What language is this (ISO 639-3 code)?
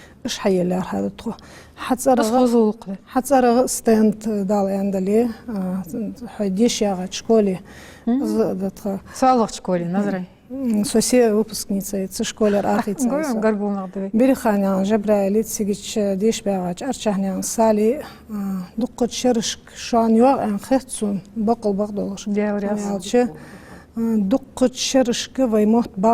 inh